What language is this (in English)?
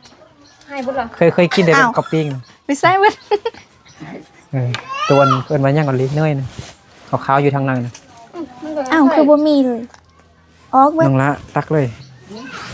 Lao